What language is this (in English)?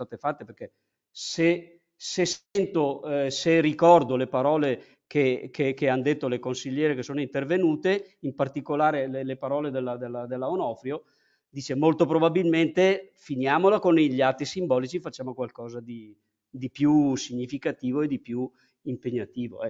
Italian